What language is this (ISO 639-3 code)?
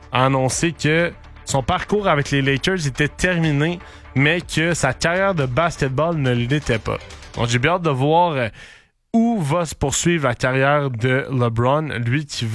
fra